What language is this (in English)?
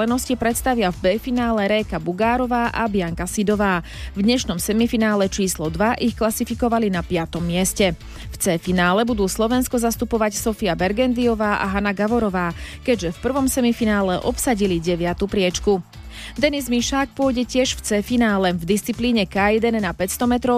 Slovak